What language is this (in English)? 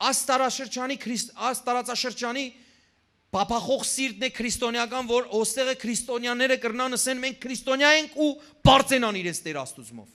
Western Armenian